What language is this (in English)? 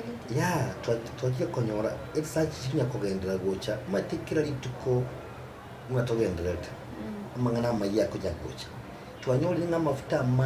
Gusii